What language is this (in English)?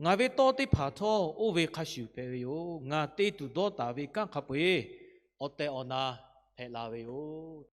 Lahu